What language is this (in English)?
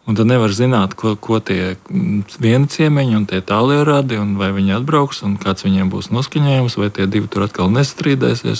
Latvian